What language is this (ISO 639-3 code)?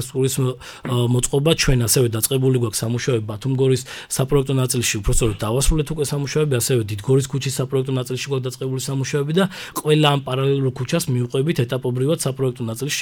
kat